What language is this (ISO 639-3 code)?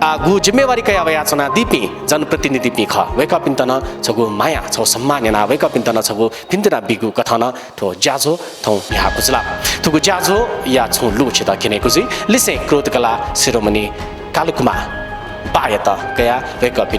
new